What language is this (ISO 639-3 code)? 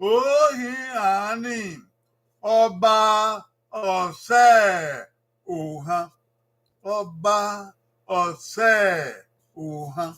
bin